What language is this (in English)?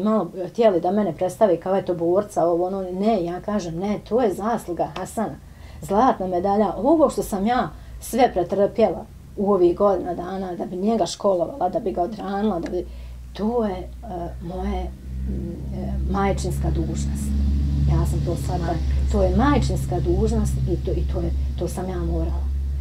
Bosnian